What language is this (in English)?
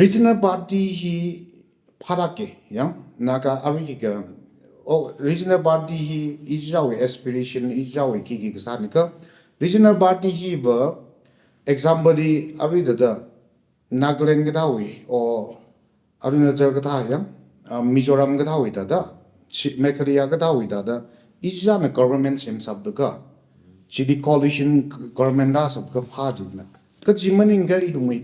Tangkhul Naga (India)